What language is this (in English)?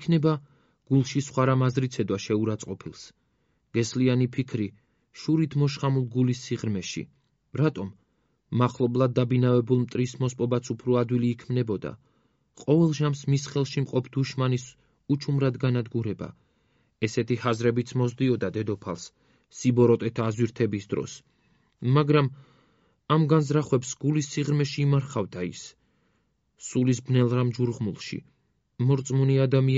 Georgian